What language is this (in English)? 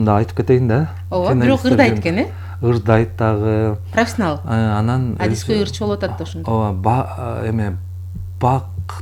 Kyrgyz